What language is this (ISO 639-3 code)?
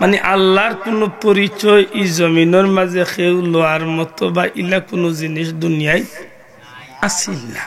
syl